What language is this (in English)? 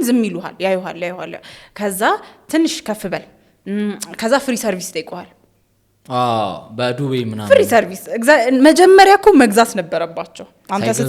Amharic